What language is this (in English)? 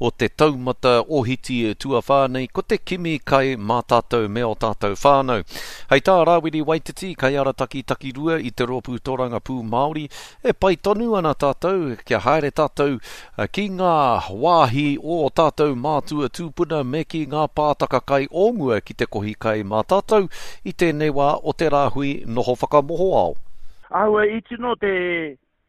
Māori